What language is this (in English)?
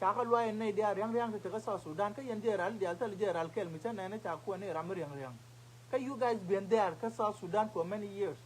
Nuer